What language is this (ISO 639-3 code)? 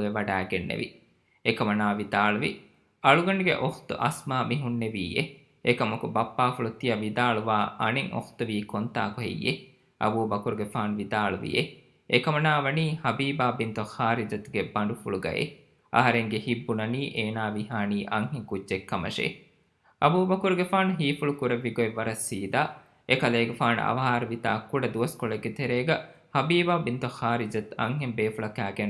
div